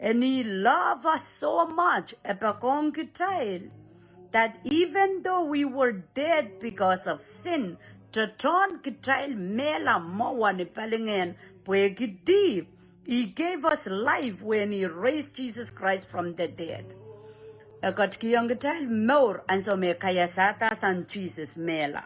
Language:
Pohnpeian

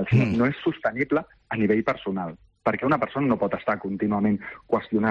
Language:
Catalan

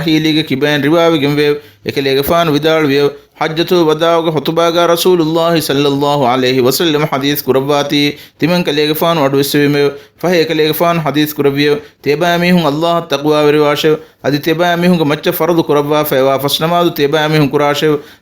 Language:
Divehi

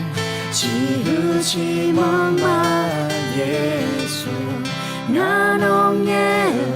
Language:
Akha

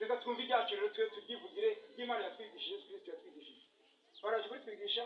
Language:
Kinyarwanda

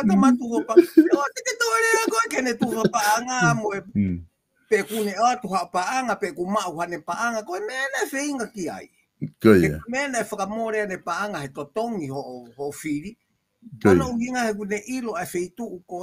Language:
Tongan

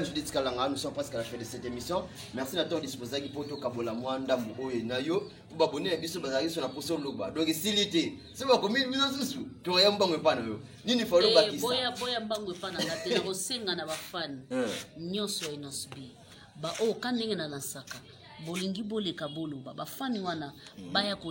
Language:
Lingala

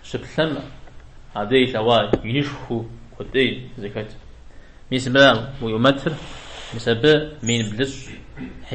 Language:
Kabardian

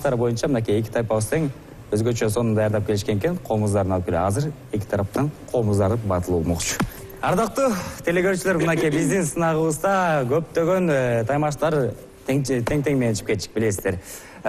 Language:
Kyrgyz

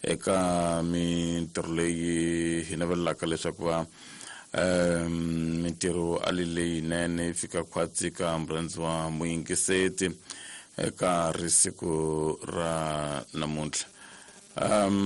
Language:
Tsonga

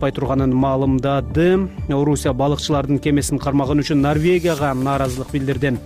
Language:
Kyrgyz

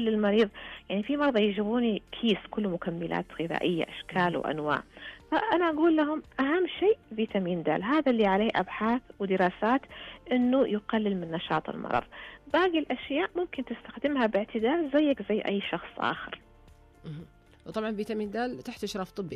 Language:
Najdi Arabic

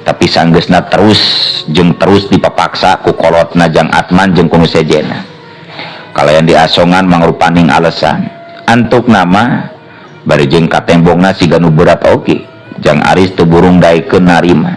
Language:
Sundanese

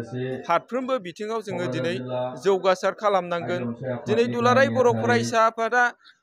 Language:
Bodo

